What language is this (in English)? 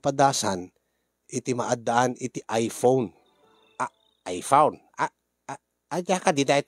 Iloko